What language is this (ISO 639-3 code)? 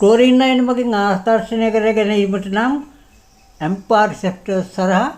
sin